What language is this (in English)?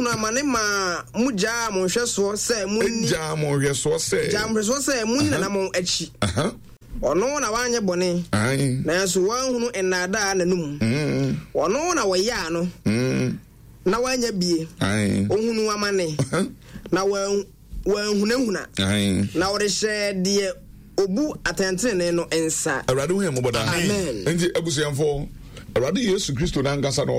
Akan